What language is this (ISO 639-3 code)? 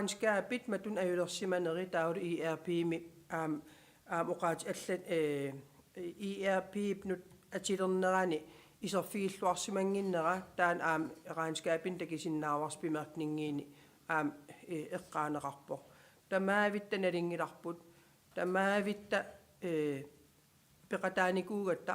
kal